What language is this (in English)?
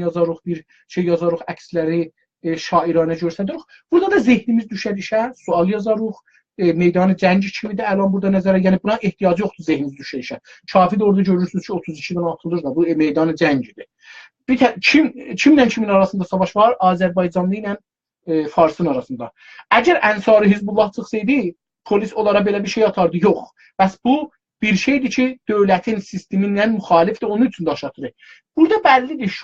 South Azerbaijani